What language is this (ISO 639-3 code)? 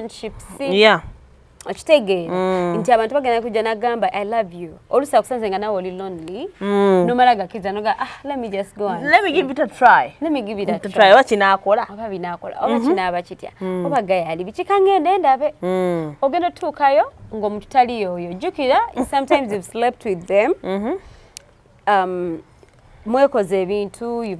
lug